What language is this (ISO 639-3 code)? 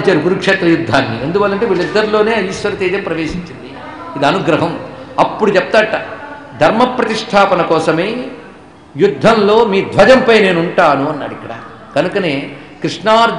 tel